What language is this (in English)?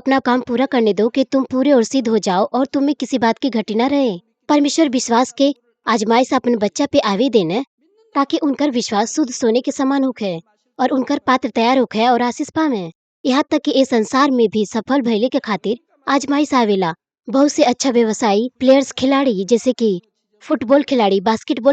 Bhojpuri